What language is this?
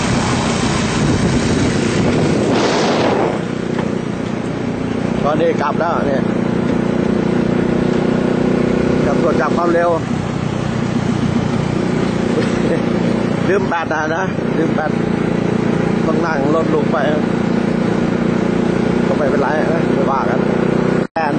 Thai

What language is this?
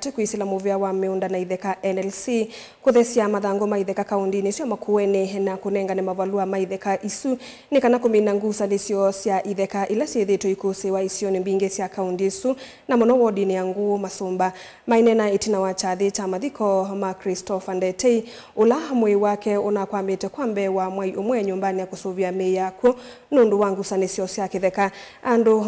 Kamba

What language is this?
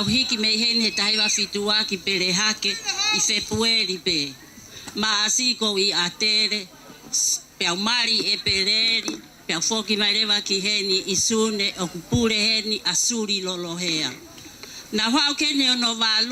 Tongan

